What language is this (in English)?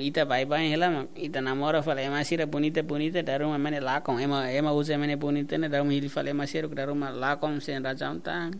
Tetum